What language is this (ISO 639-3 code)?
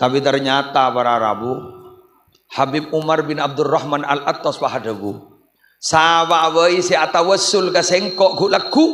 mad